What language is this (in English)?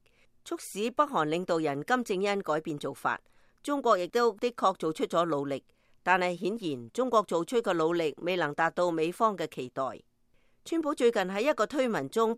Cantonese